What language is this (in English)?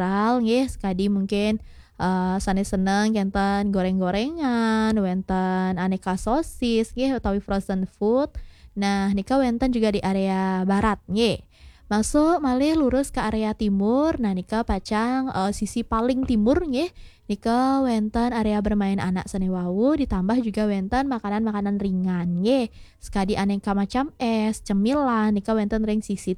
Balinese